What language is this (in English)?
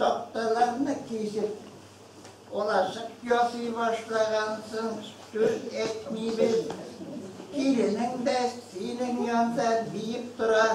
Bashkir